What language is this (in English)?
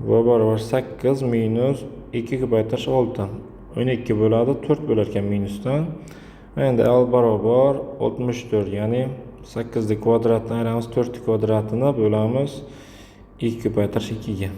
Uzbek